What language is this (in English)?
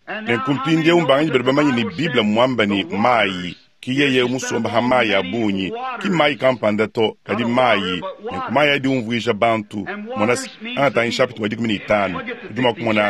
Luba-Lulua